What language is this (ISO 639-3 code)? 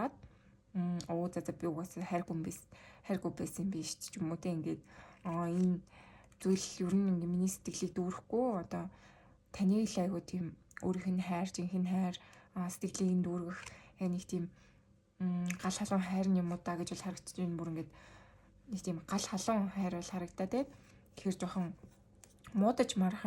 mon